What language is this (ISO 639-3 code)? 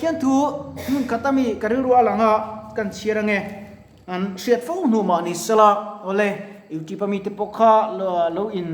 lus